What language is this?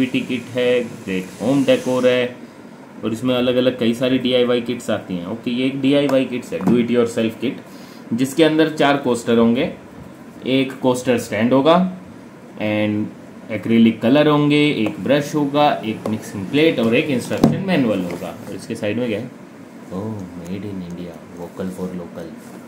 Hindi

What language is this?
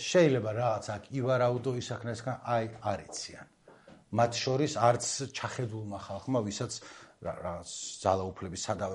Georgian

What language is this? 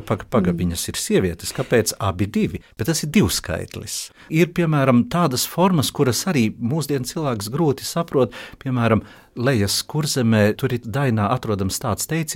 Latvian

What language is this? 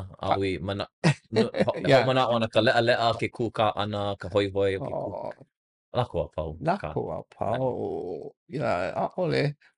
Hawaiian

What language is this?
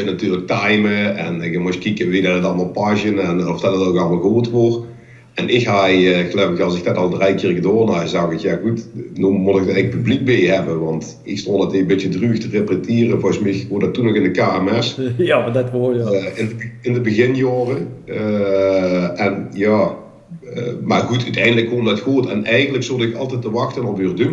Limburgish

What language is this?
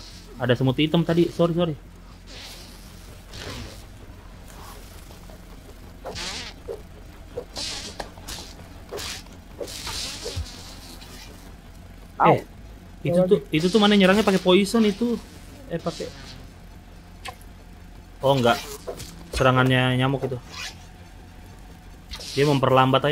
Indonesian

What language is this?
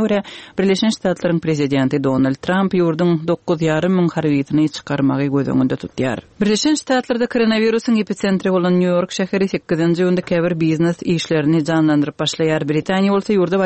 Turkmen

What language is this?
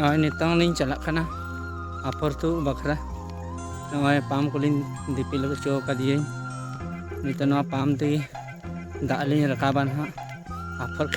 Santali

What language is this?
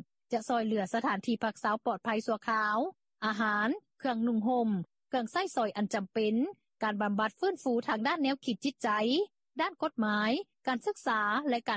Lao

